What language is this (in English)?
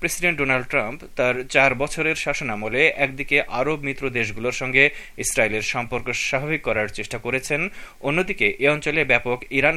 Bangla